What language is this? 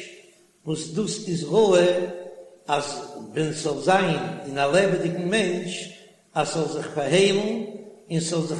Yiddish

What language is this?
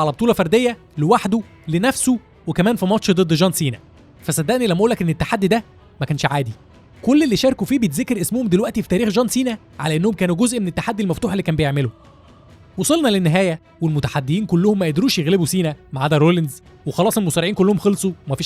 Egyptian Arabic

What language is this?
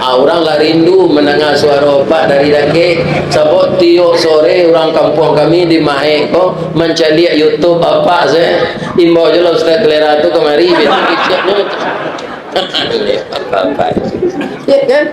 Minangkabau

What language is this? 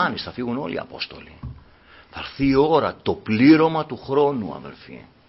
Greek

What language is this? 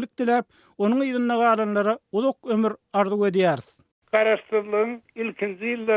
Turkmen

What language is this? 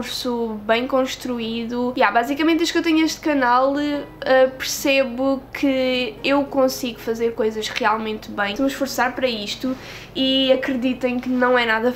Portuguese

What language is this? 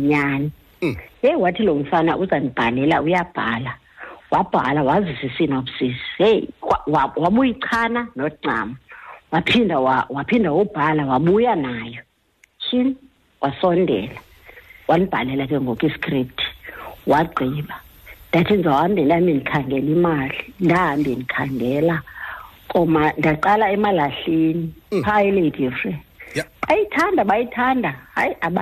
Xhosa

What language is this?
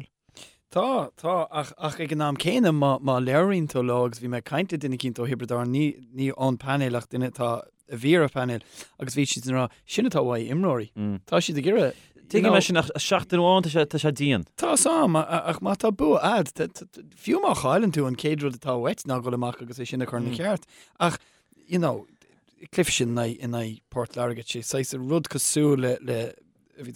Irish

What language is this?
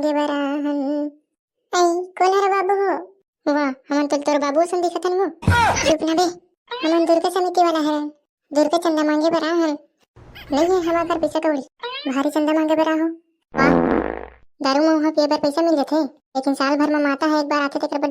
Chhattisgarhi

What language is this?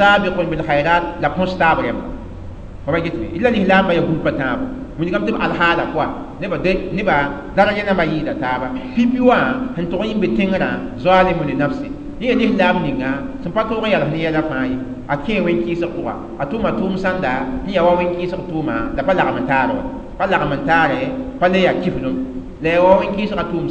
Mossi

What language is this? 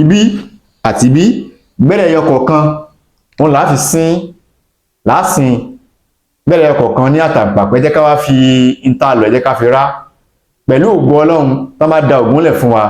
Yoruba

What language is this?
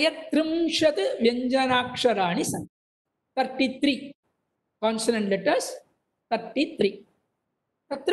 Sanskrit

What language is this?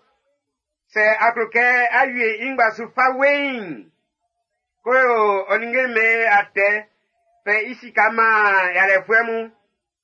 Baoulé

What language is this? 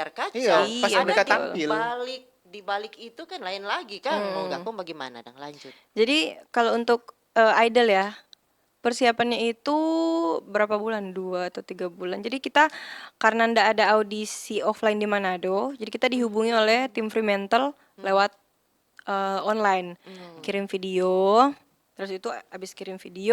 Manado Malay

